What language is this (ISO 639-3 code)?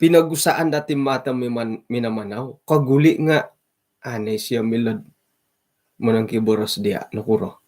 dtp